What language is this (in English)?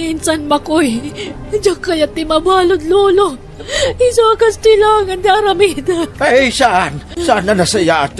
Iloko